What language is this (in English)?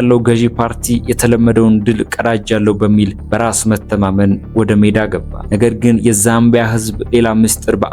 Amharic